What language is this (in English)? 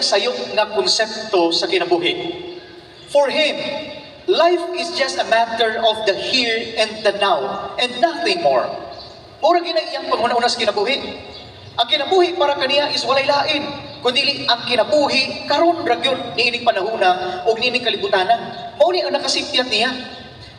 Cebuano